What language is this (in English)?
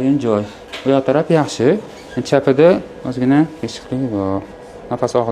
Uzbek